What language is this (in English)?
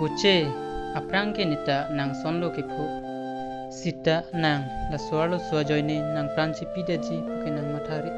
Karbi